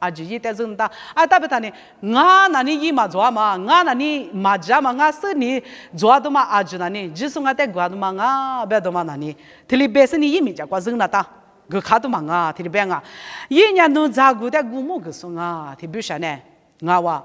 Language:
Lisu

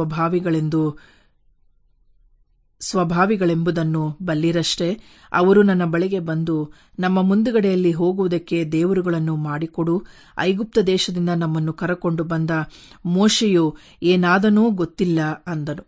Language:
Kannada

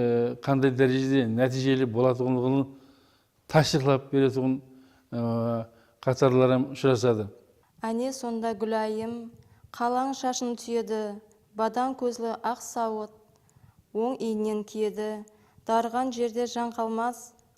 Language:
Kara-Kalpak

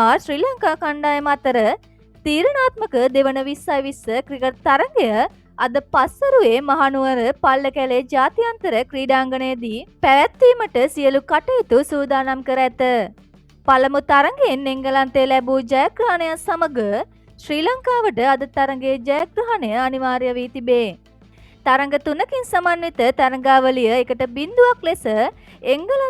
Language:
Sinhala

